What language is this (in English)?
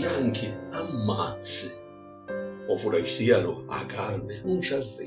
Sicilian